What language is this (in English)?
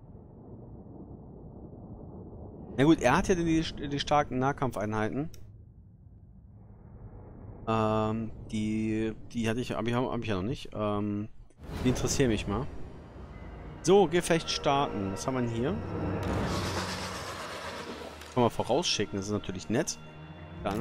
German